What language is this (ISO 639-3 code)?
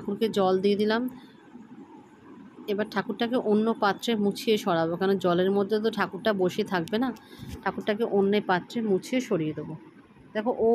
ben